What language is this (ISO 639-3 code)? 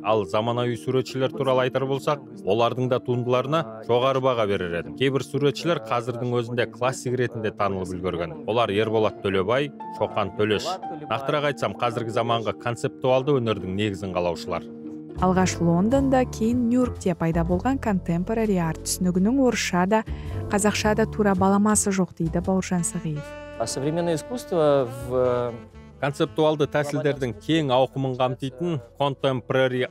kaz